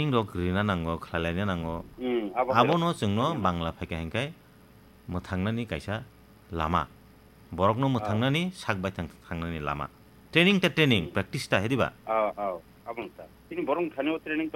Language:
Kok Borok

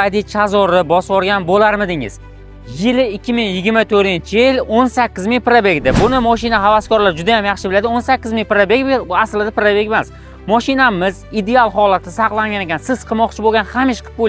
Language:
Uzbek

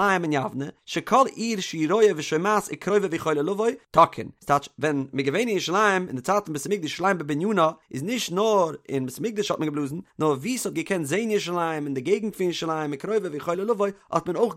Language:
Yiddish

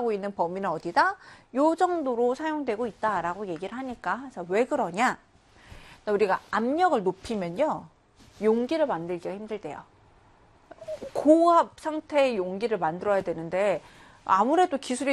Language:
Korean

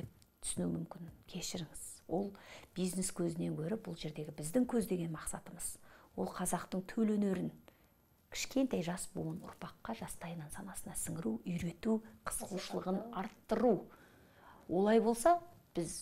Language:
Kazakh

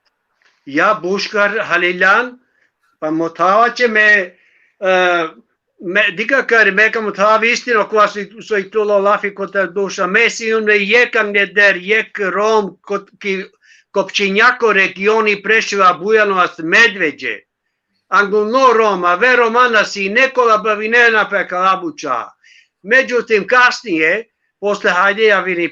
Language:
Balkan Romani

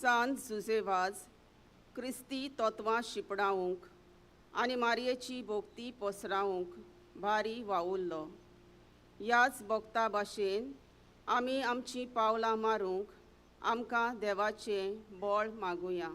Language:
Konkani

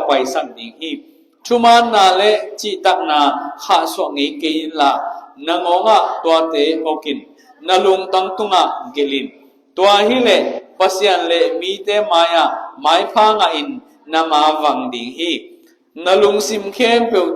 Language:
Tedim Chin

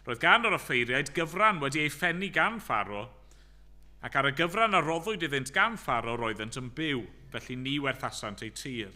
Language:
Welsh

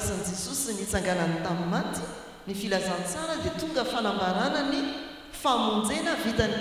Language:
Malagasy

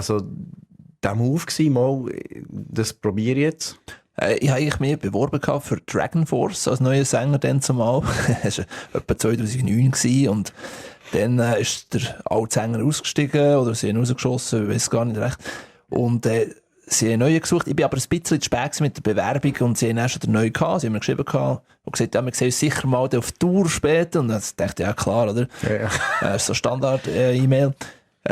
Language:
Swiss German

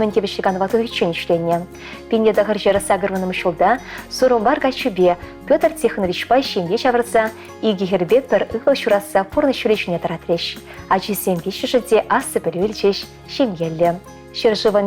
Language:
Chuvash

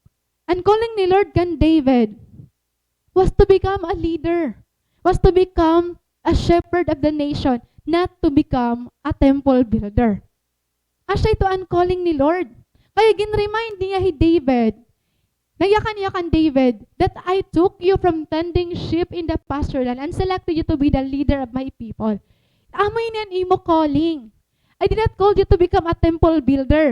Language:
Waray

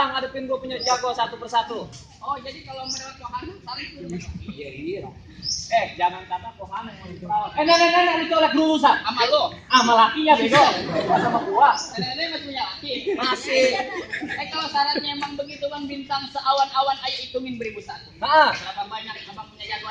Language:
Betawi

